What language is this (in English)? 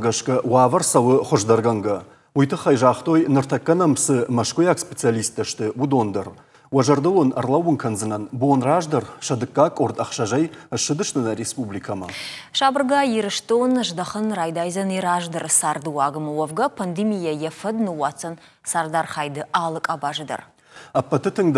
Ossetic